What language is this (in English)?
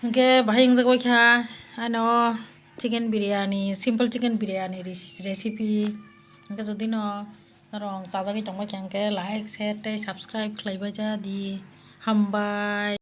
Kok Borok